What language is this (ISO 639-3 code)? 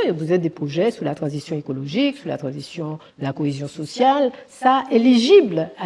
gcf